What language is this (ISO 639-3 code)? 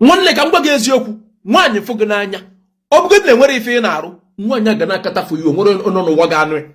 ibo